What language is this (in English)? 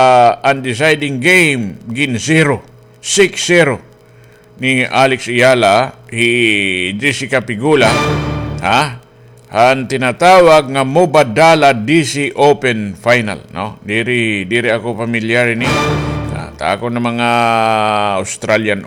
Waray